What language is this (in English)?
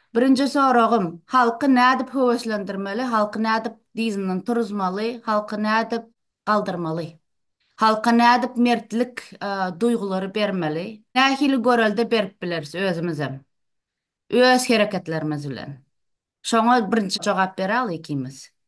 Turkmen